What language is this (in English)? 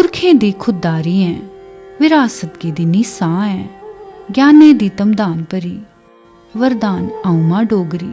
Dogri